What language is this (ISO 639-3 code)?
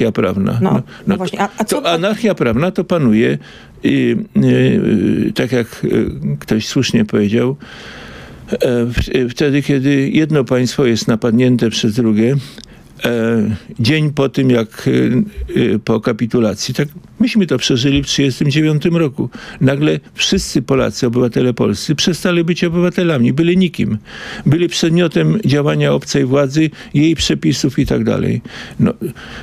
pol